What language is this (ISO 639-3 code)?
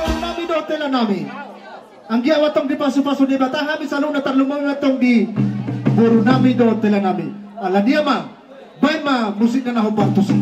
bbc